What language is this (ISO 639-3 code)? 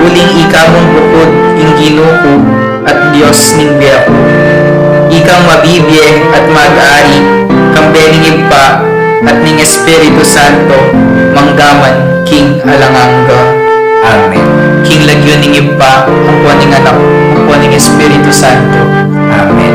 pam